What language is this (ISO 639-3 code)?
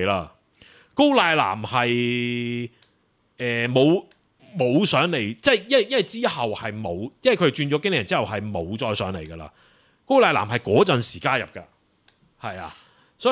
yue